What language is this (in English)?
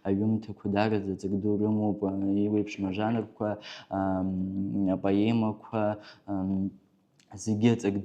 Abkhazian